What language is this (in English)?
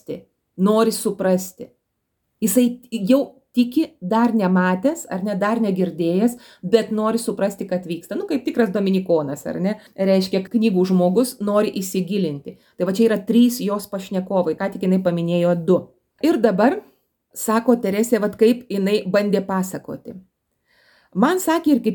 Lithuanian